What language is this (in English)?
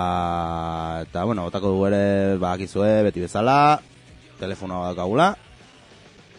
Basque